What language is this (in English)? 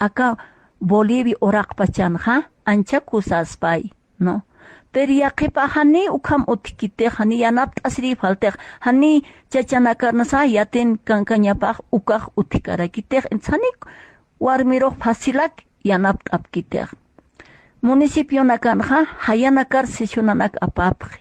Aymara